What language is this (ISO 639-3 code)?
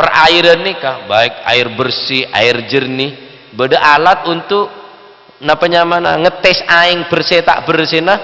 mad